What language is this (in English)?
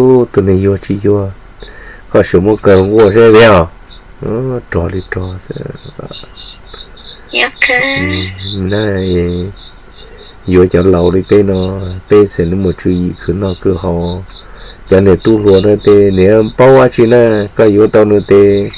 Vietnamese